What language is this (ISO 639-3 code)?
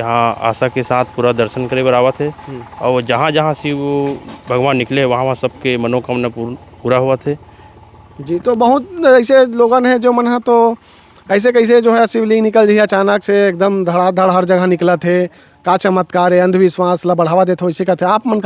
hne